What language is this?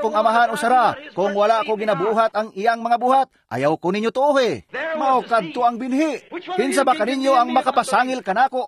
Cebuano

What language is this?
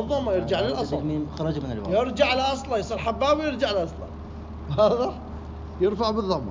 Mesopotamian Arabic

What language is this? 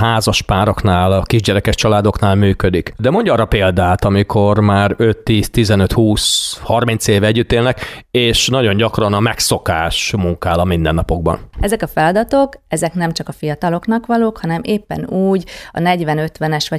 Hungarian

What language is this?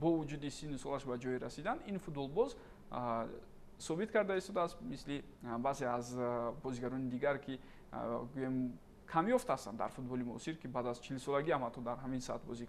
Tajik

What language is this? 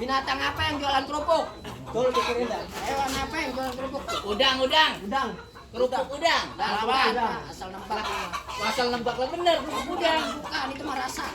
Betawi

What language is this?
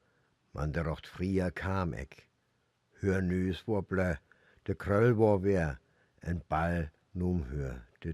Northern Frisian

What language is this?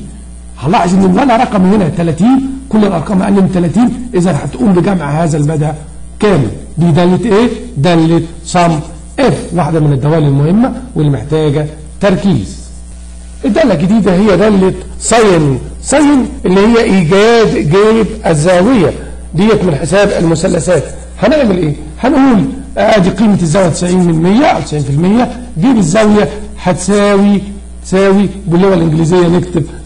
Egyptian Arabic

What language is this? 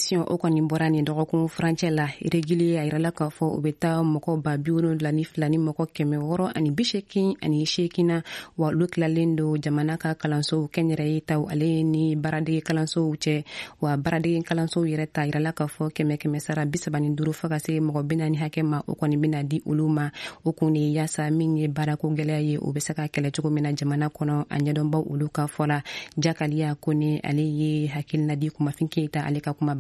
Bambara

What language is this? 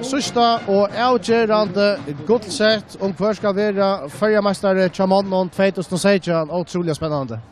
Faroese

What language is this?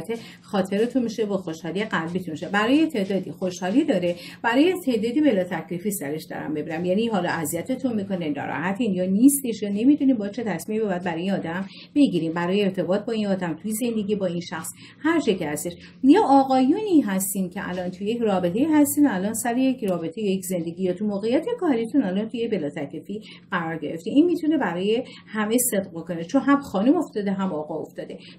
Persian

